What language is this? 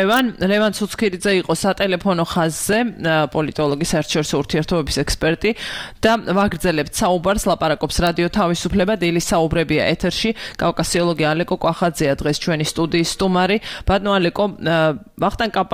Georgian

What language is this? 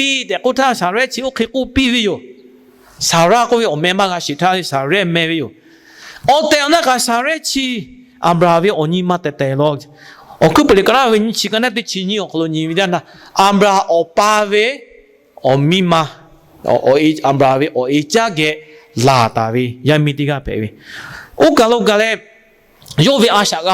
Lahu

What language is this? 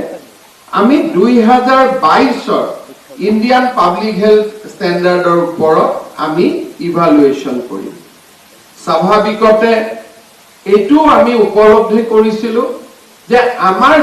Assamese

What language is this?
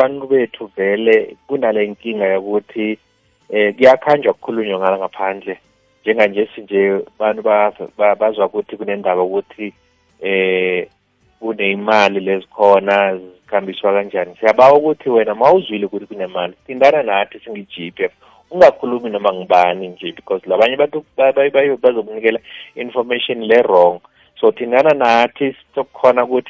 South Ndebele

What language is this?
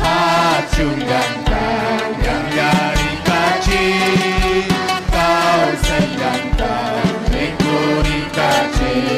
Ayacucho Quechua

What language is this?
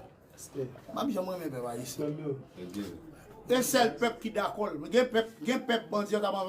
Haitian Creole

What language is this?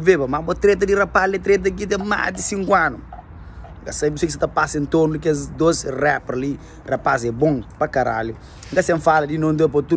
Kabuverdianu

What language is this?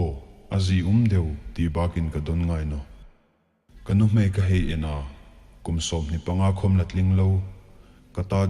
Hmar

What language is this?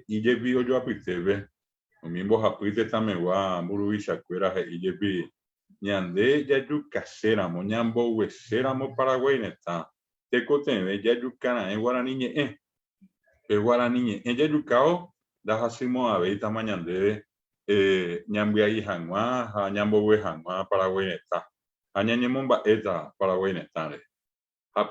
Guarani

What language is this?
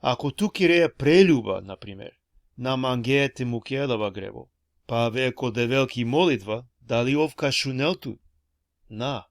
Balkan Romani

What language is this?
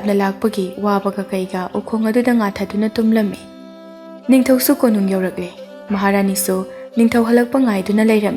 Manipuri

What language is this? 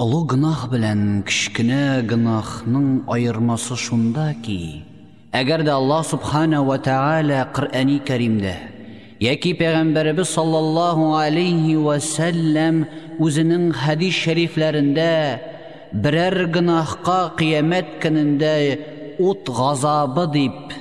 Tatar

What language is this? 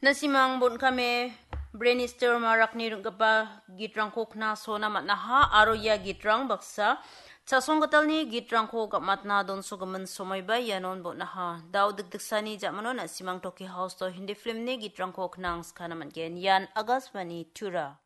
Garo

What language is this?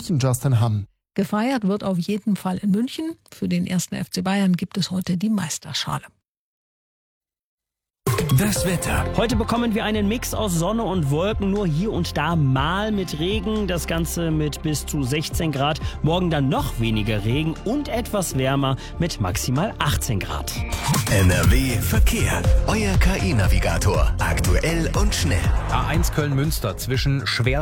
German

